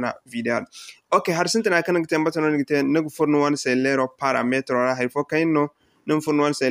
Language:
Zarma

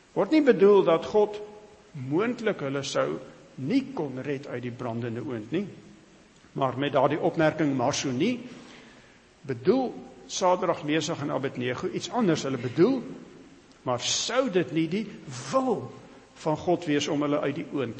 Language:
Afrikaans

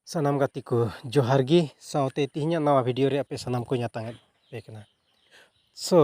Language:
Santali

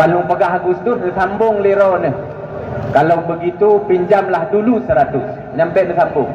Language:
Achinese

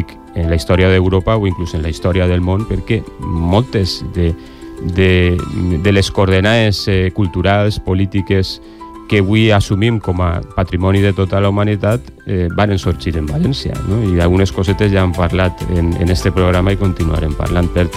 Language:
Catalan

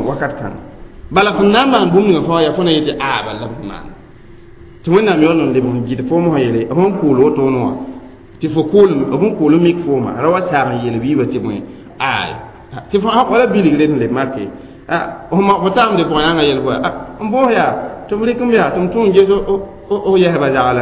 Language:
Mossi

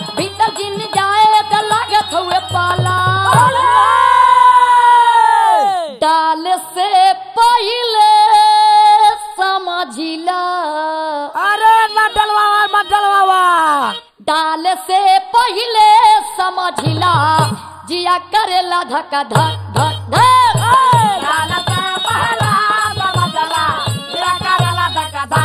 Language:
Bhojpuri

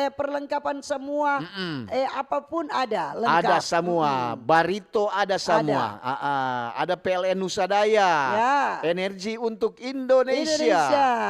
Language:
Manado Malay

